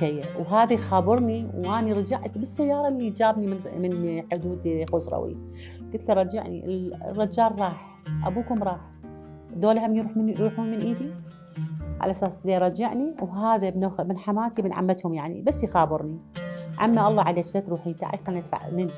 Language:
Mesopotamian Arabic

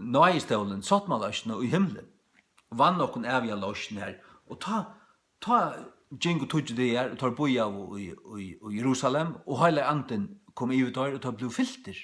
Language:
Faroese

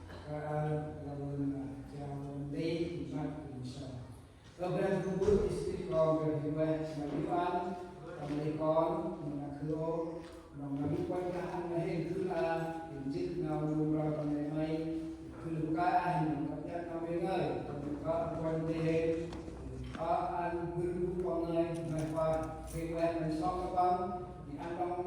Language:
Central Mnong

